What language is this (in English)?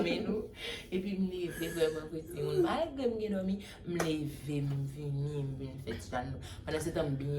Haitian Creole